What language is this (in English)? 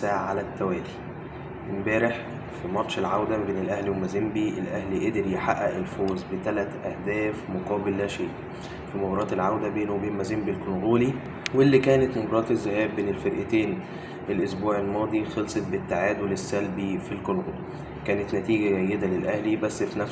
Egyptian Arabic